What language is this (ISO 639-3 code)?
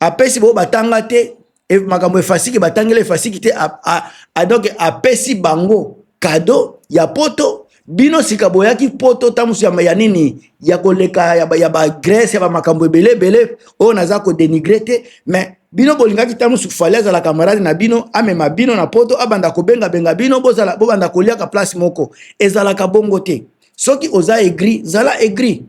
lin